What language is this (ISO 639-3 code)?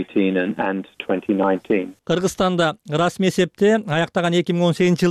kir